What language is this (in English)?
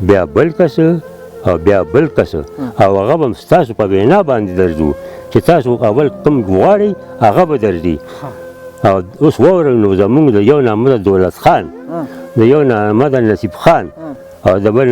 Pashto